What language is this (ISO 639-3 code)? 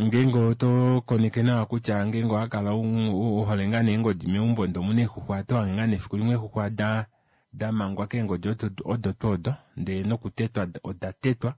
kua